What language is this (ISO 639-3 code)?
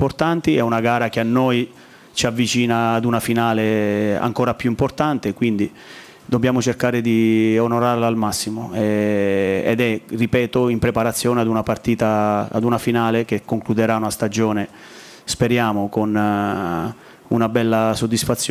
ita